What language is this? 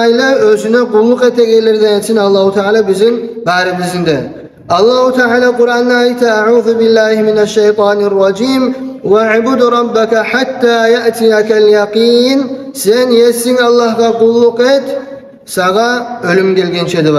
Kumyk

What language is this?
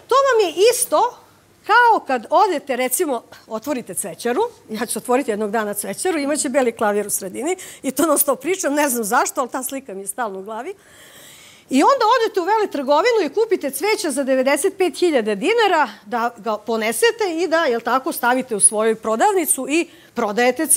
Serbian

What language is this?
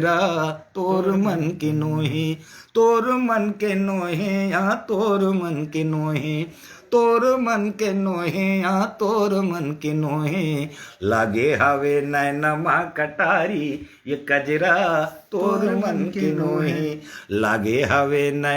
Chhattisgarhi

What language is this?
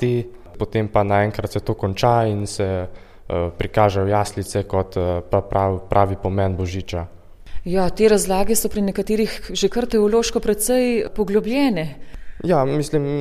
Slovenian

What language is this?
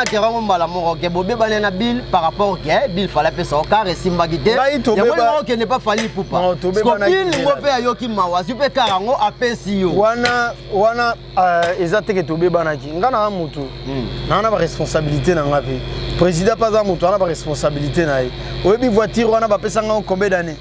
Lingala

